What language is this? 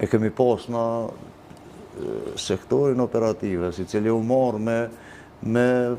Albanian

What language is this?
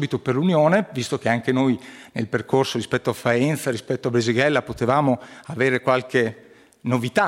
Italian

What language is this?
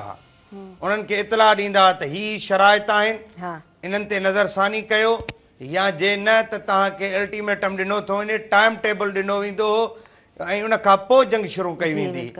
Sindhi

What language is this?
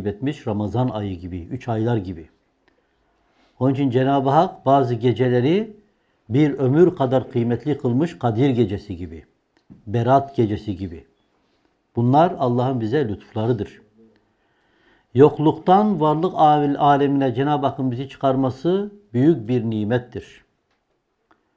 Turkish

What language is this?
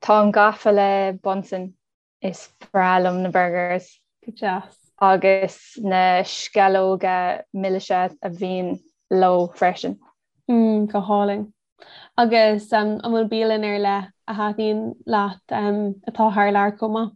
Irish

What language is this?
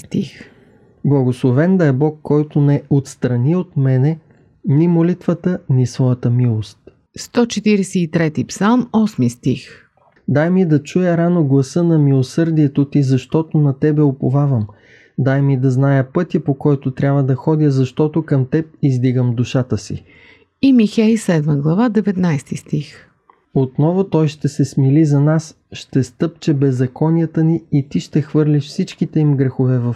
Bulgarian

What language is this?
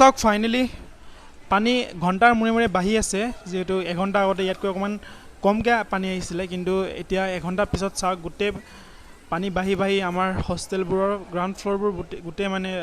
Assamese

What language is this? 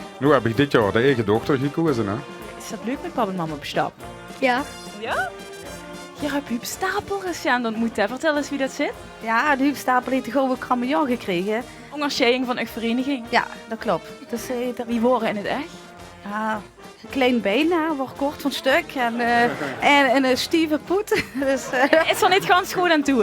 Limburgish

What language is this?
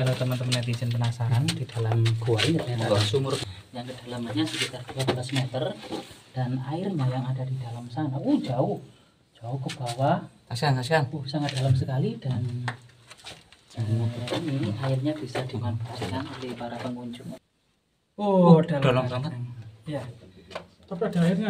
Indonesian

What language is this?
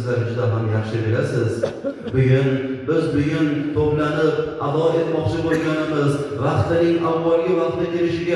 Uzbek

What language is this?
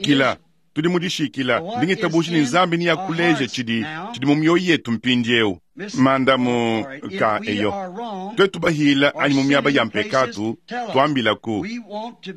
Luba-Lulua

